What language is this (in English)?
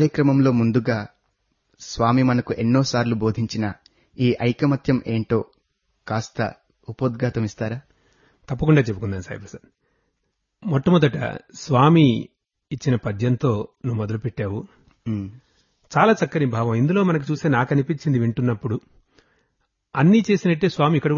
Telugu